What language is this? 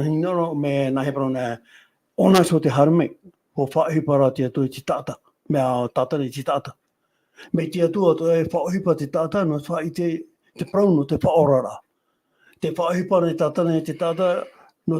Tahitian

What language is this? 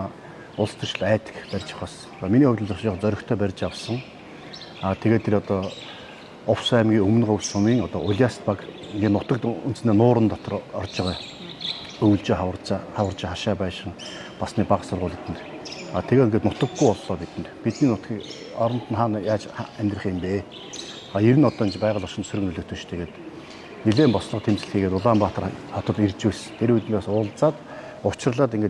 Mongolian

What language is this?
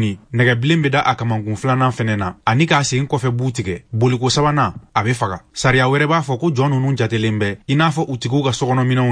Bambara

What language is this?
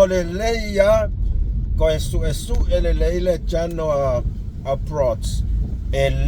Samoan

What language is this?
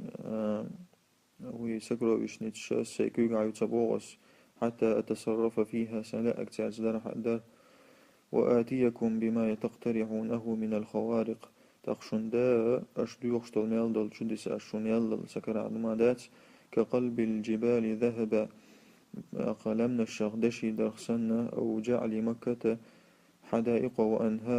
Chechen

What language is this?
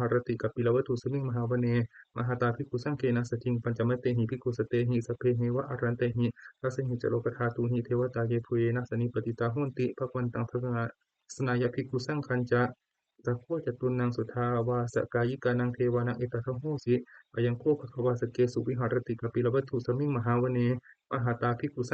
Pali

